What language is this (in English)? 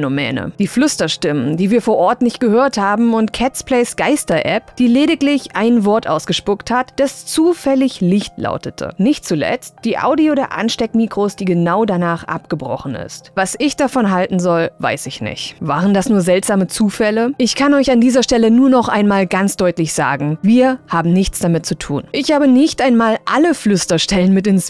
German